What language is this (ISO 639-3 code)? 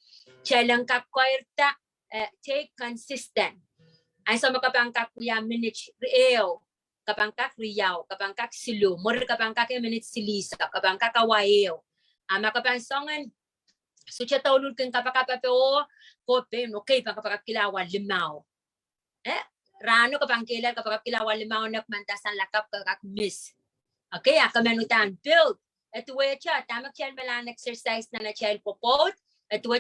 pon